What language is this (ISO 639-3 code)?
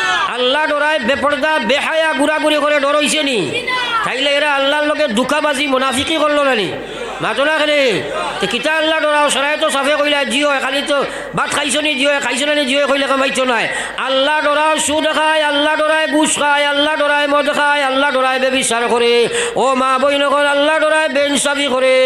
syl